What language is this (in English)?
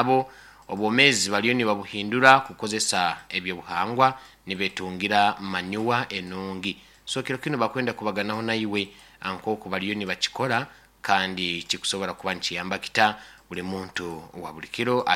Nyoro